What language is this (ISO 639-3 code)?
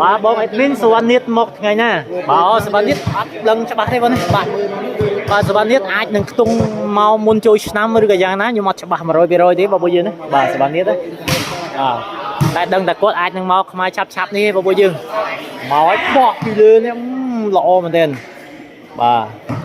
khm